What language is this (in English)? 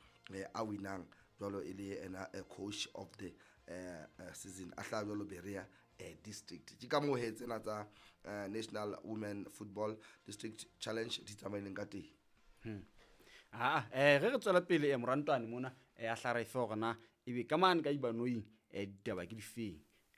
Southern Sotho